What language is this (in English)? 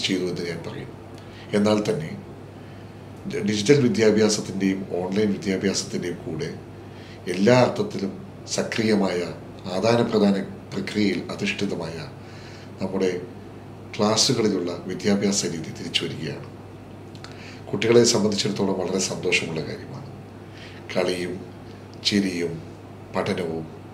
Malayalam